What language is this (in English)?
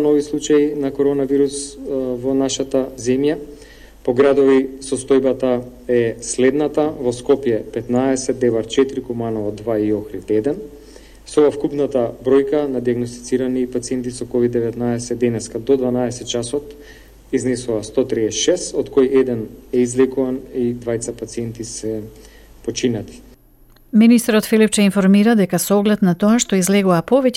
Macedonian